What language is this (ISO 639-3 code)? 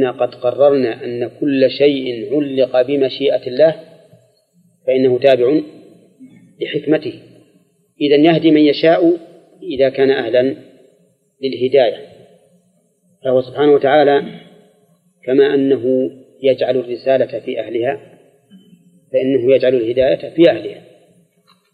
ara